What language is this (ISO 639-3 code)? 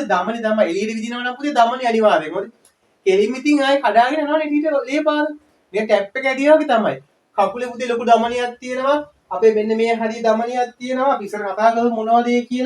sin